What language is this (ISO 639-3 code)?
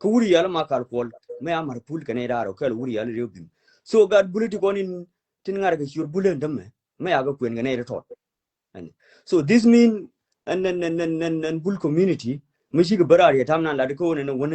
nus